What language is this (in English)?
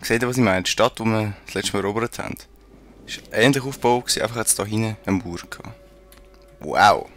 Swiss German